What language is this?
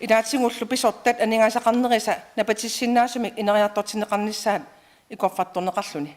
Kalaallisut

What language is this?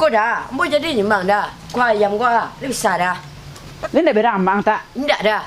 Minangkabau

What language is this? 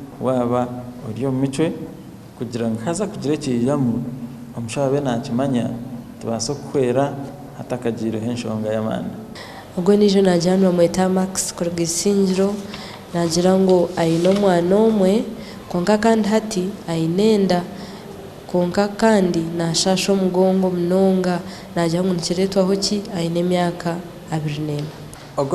Nyankole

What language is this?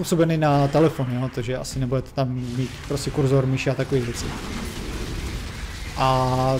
Czech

